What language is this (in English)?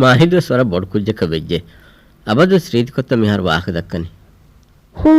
Divehi